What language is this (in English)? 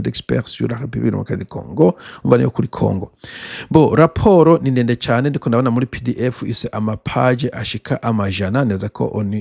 Rundi